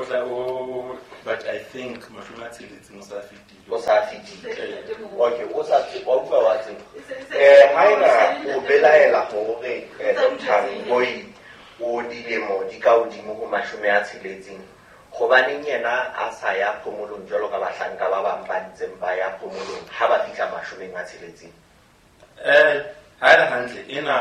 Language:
Southern Sotho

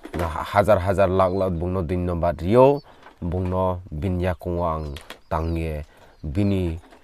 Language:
Riang (India)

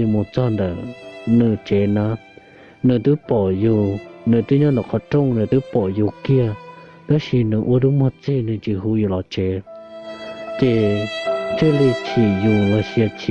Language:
Hmong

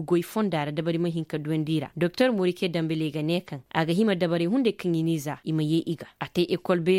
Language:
Koyraboro Senni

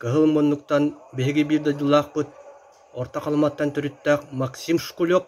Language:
Yakut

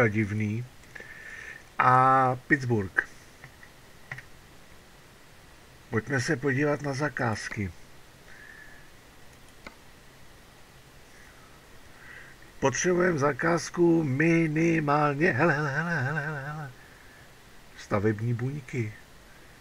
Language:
Czech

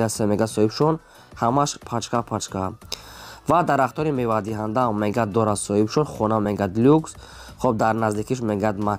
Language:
Tajik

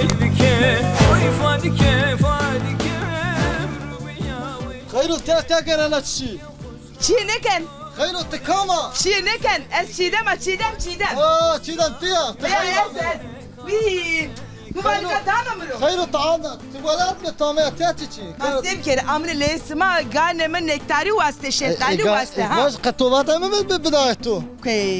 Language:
Zaza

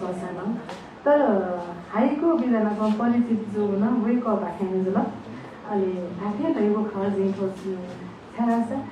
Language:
Newari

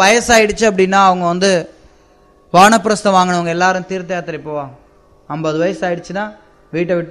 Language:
Tamil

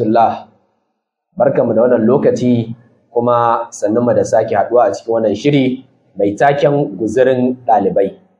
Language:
Hausa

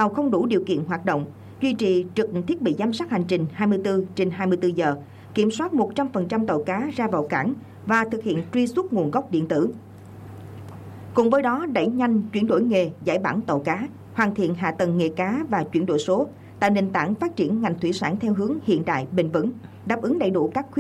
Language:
Vietnamese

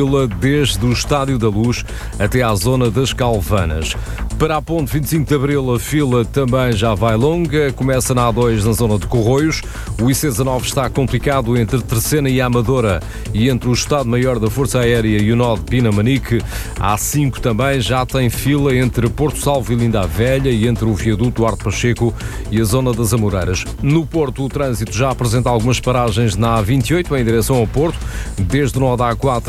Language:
Portuguese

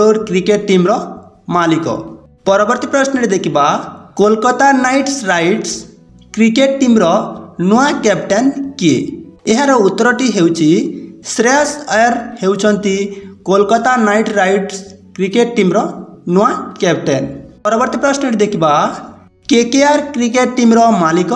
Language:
Odia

